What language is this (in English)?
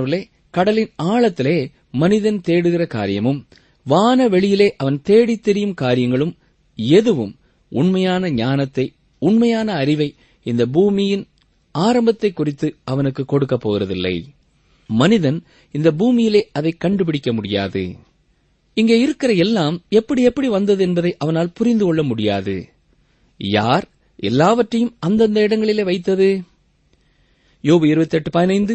Tamil